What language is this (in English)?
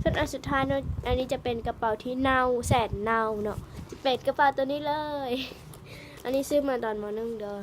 Lao